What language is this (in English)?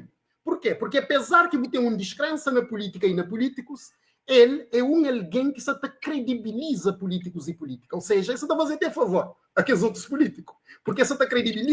Kabuverdianu